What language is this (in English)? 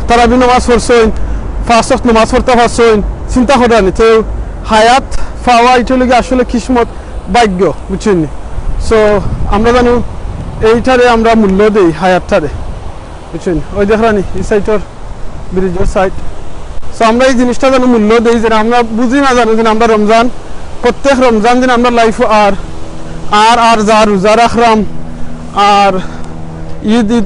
Sylheti